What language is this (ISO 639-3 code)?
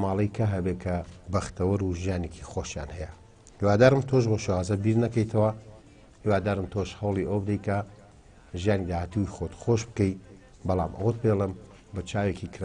ckb